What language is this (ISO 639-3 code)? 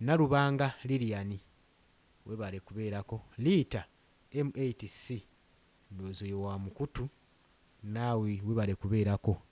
lug